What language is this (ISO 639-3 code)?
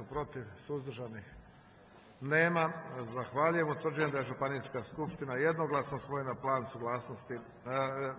hrv